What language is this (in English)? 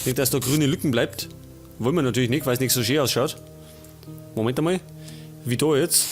Bavarian